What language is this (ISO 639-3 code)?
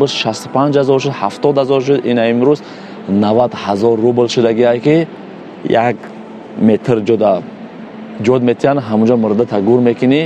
tgk